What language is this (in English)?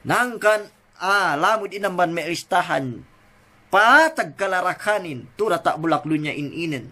Yakan